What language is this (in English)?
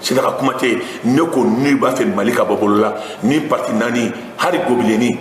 Bambara